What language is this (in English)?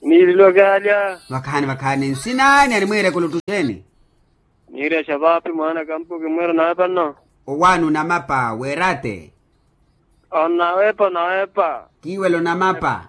Makhuwa